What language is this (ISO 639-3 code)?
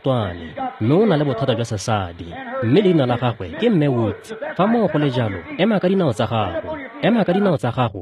tsn